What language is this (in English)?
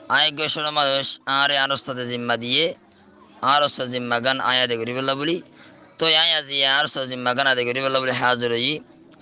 Rohingya